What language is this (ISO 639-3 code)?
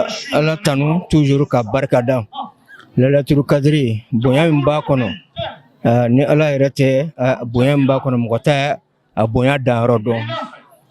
bam